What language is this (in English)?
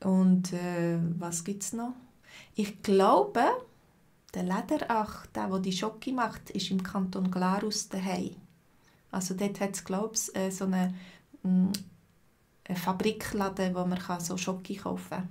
Swiss German